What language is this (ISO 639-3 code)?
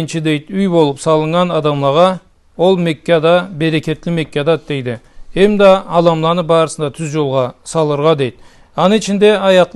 krc